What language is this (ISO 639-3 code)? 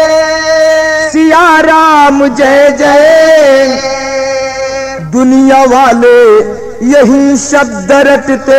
bho